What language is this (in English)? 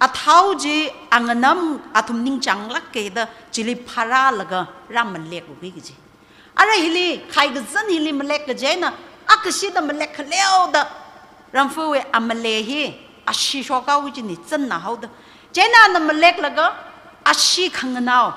Tangkhul Naga (India)